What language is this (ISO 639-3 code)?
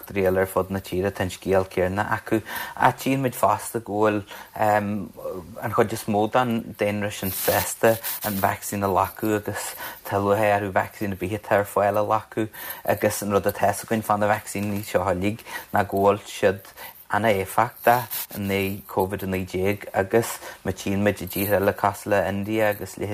gle